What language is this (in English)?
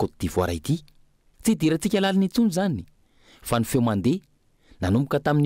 Malagasy